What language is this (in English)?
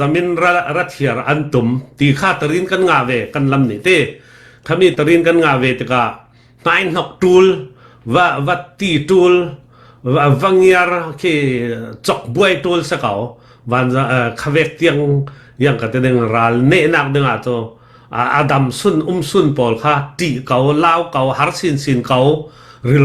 Falam Chin